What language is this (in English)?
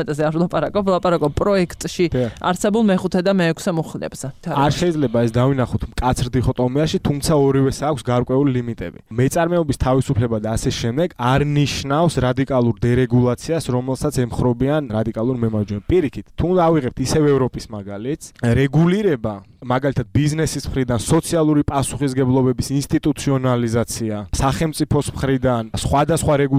Georgian